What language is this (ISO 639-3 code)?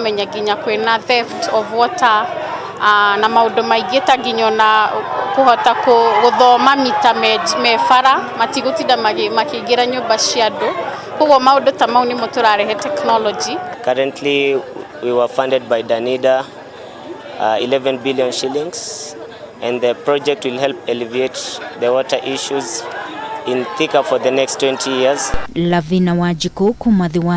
kik